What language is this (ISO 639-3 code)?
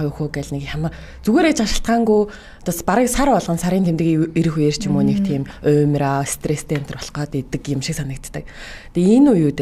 mon